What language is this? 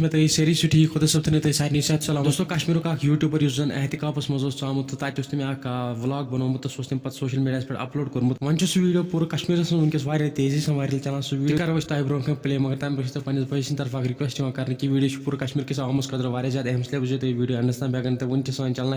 Kashmiri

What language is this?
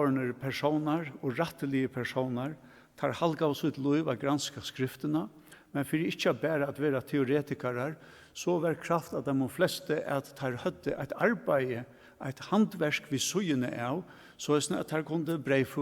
Faroese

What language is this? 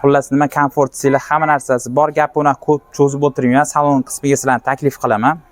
Uzbek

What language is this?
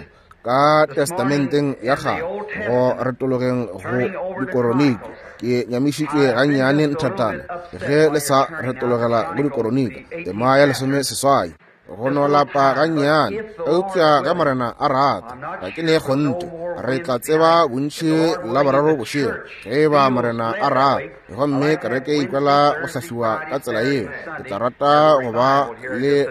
Northern Sotho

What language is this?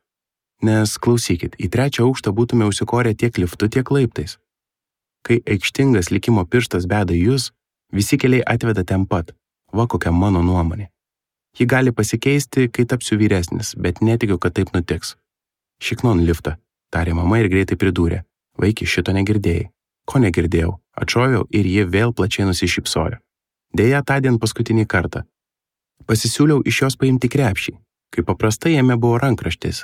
Lithuanian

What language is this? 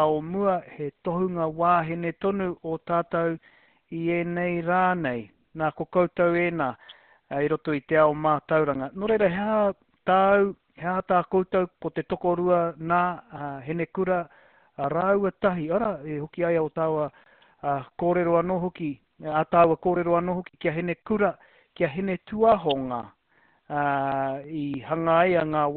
Māori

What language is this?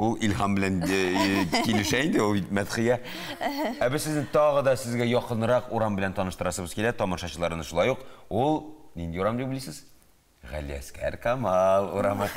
Tatar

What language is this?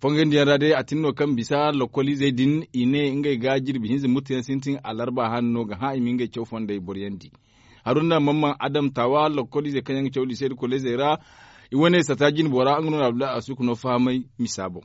Zarma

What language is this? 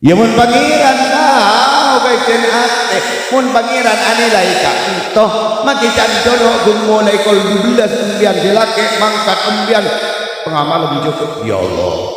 Madurese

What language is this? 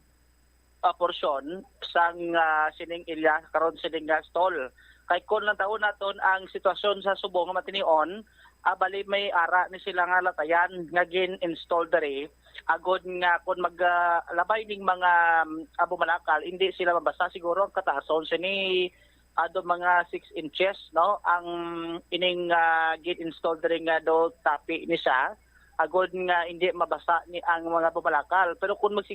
Hiligaynon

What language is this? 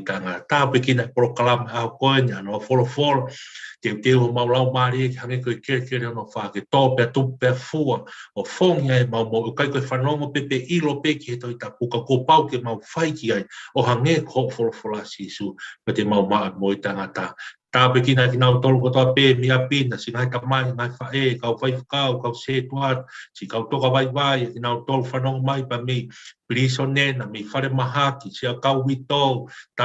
Tongan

